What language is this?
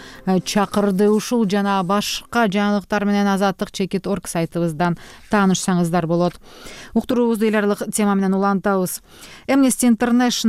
Kyrgyz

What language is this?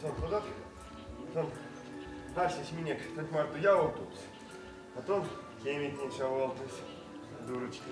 Erzya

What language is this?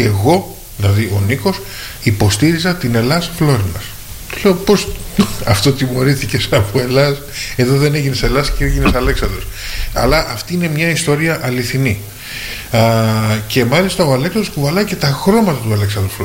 Greek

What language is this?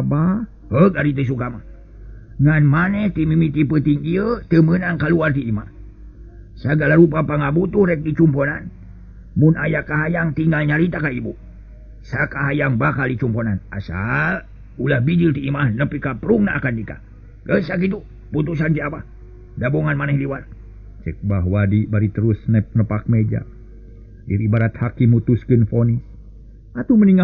Sundanese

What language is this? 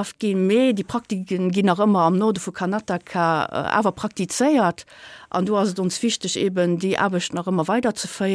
Luxembourgish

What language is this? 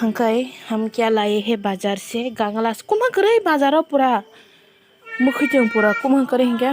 Kok Borok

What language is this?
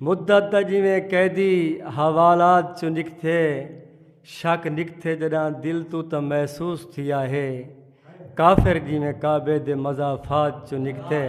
Saraiki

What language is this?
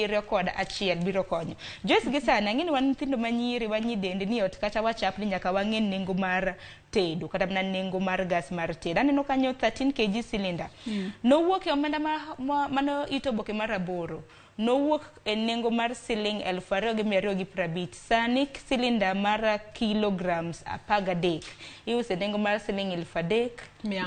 Luo (Kenya and Tanzania)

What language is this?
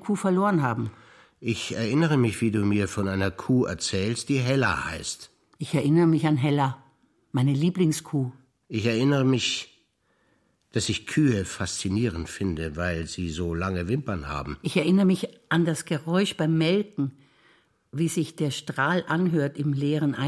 German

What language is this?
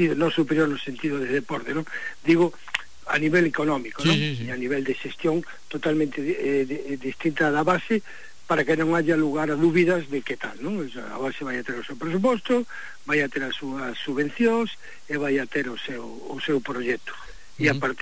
Galician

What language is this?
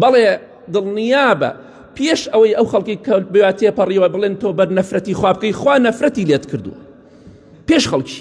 Central Kurdish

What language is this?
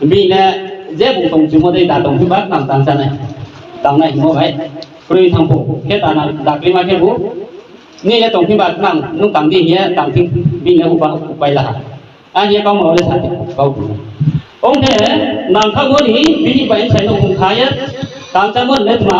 Riang (India)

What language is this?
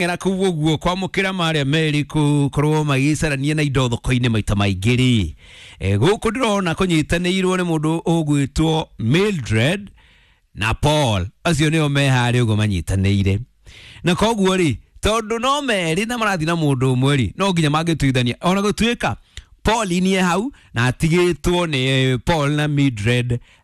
Kikuyu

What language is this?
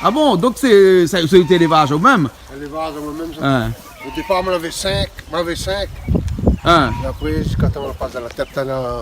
Réunion Creole French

